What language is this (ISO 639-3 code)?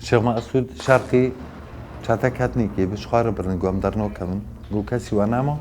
kur